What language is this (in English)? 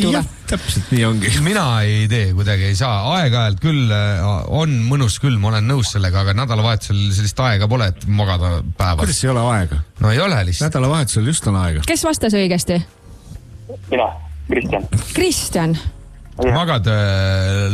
Estonian